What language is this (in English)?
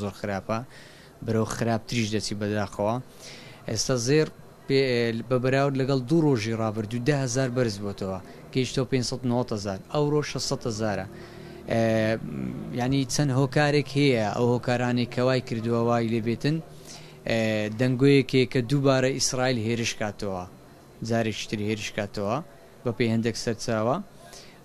Central Kurdish